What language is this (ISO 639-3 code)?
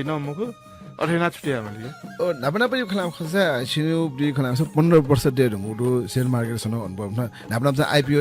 new